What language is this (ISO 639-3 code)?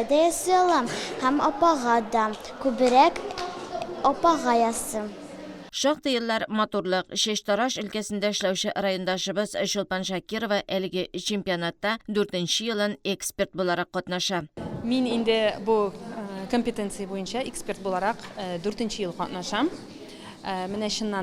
tat